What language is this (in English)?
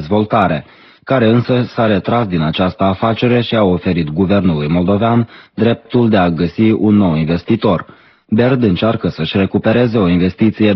Romanian